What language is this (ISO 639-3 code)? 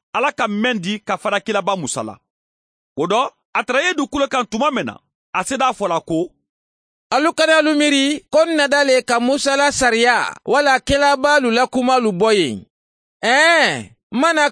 man